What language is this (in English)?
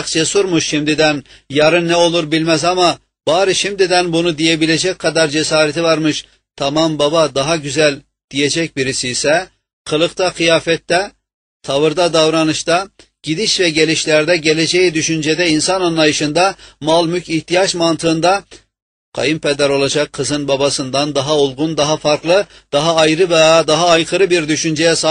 Turkish